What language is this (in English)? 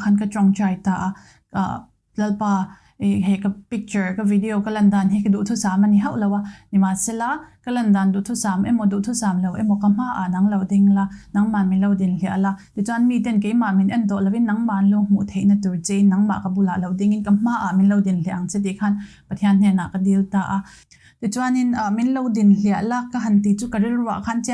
Mizo